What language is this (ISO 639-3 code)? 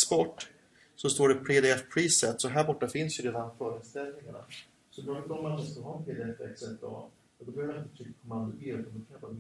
swe